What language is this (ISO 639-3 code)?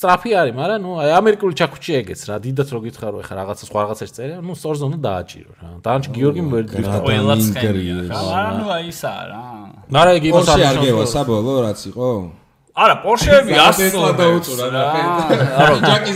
kat